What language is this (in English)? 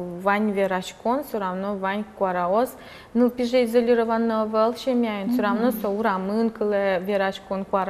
Udmurt